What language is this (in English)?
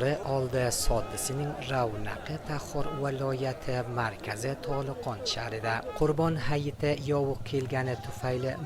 Uzbek